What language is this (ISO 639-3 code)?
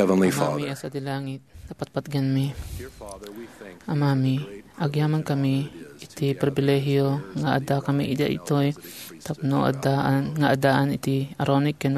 ilo